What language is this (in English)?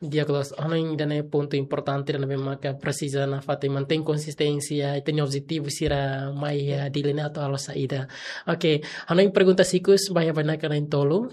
Tetum